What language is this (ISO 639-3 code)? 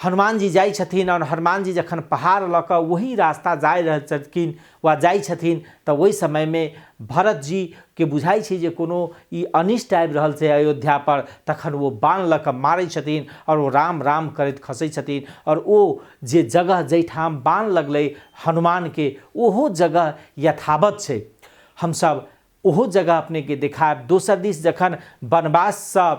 mai